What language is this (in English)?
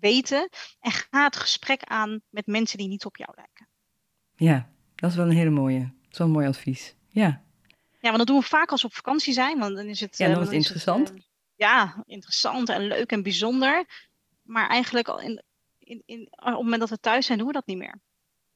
Dutch